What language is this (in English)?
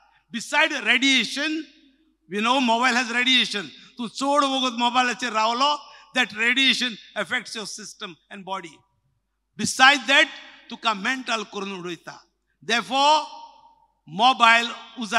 Konkani